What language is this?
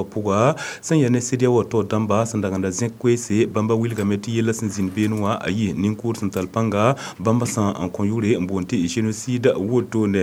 Mossi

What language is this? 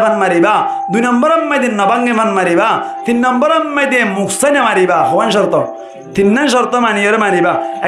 Rohingya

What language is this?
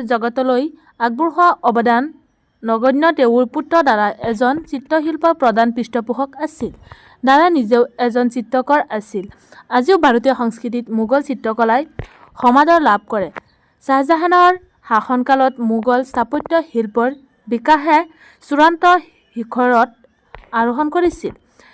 Assamese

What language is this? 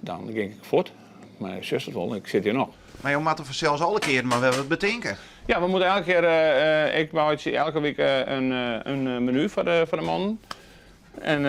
Western Frisian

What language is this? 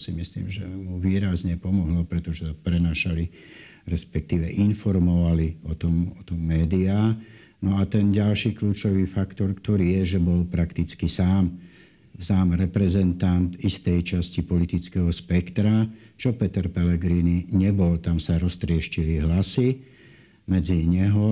Slovak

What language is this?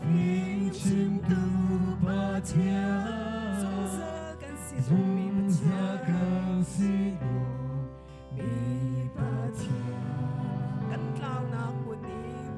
Hakha Chin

